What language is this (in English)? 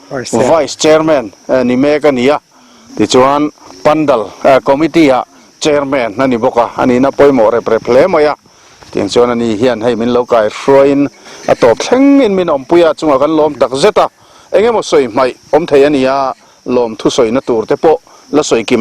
Mizo